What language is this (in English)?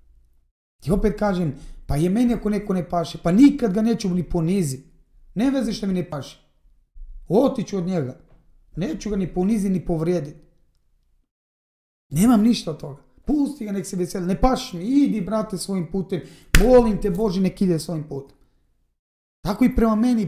Croatian